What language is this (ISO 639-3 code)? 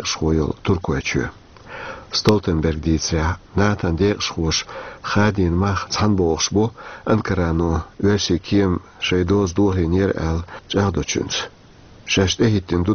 che